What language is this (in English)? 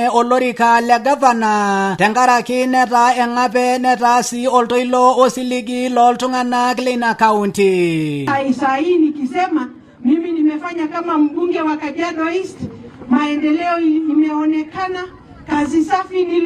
Masai